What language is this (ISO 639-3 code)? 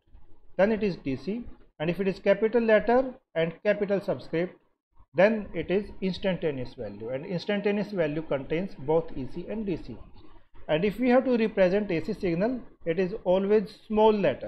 eng